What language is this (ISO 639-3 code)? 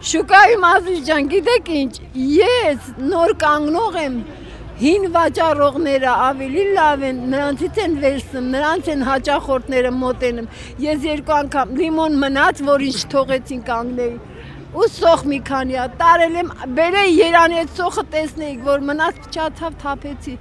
hye